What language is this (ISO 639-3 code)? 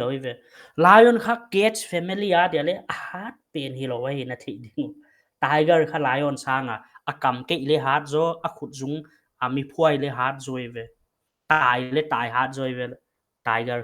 pck